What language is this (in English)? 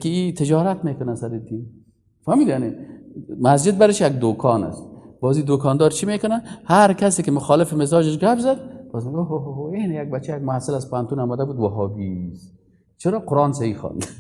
Persian